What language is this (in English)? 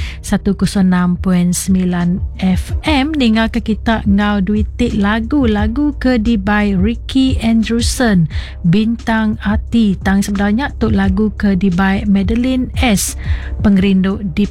Iban